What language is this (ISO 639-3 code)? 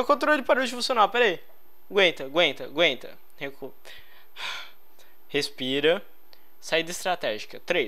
por